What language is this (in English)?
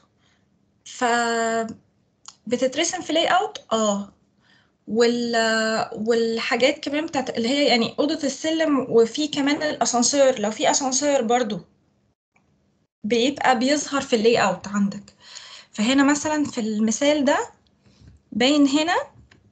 Egyptian Arabic